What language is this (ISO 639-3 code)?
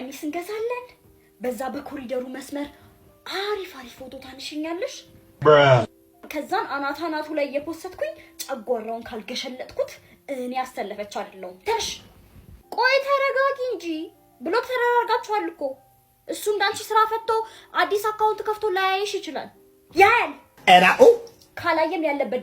amh